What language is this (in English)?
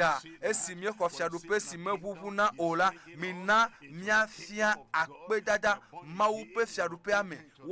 Ewe